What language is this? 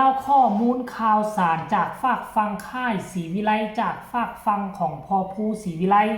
Northeastern Thai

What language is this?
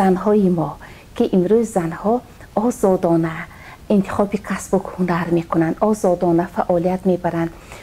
Tajik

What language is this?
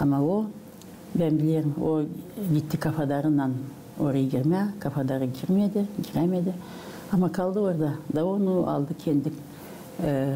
Gagauz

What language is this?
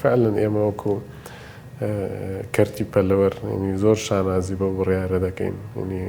Central Kurdish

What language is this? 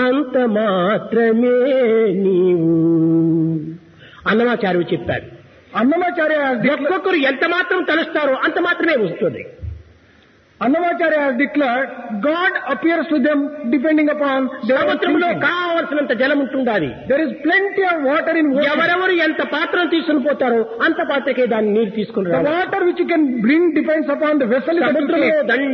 Telugu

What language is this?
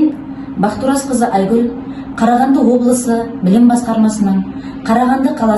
Kazakh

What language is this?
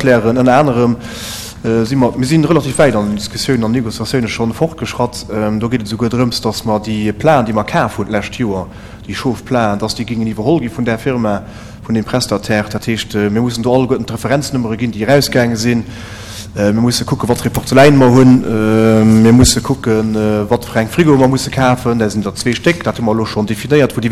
Luxembourgish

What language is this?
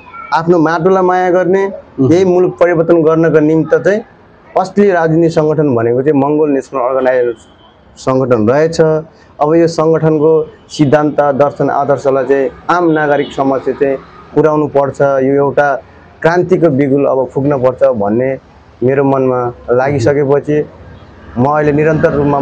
Nepali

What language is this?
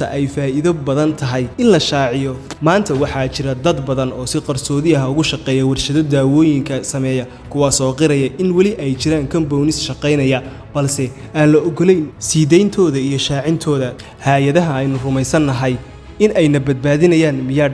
Somali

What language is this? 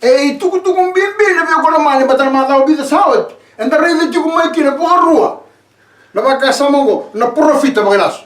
Fijian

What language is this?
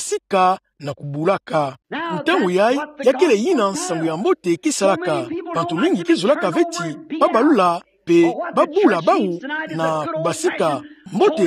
Kituba (Democratic Republic of Congo)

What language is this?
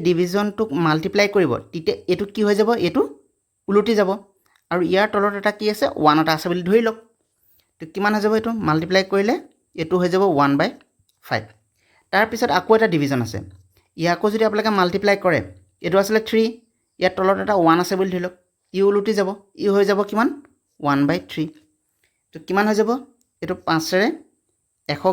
Assamese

